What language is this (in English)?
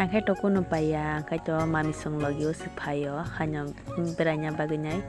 Kok Borok